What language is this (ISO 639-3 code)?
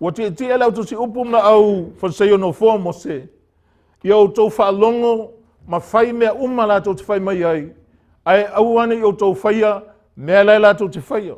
smo